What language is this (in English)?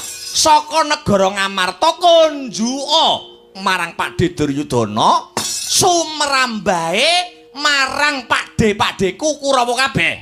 Javanese